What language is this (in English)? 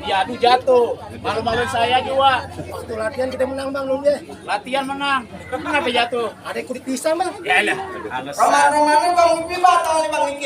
Betawi